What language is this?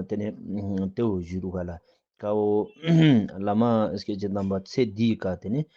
Ladakhi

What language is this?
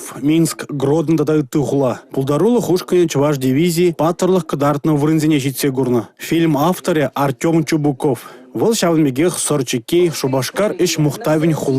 Chuvash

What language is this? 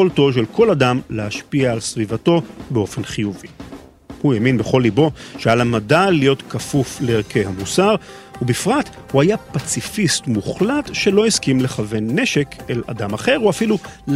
Hebrew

